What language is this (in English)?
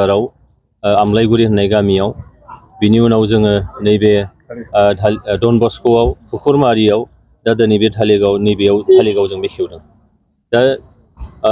Bodo